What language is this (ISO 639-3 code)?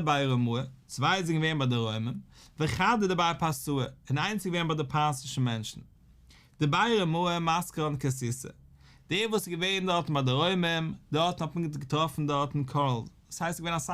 yid